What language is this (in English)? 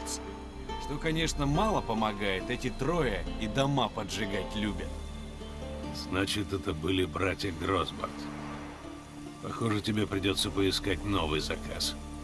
Russian